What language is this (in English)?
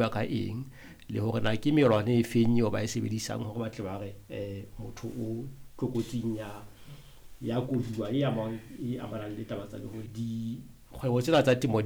Southern Sotho